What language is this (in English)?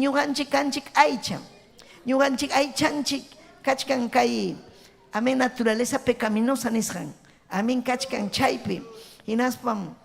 Ayacucho Quechua